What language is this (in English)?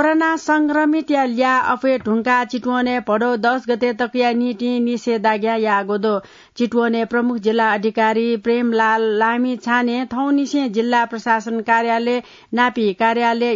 Newari